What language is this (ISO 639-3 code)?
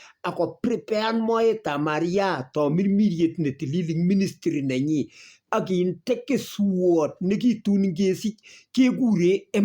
kln